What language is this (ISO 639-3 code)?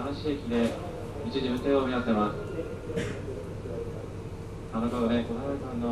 jpn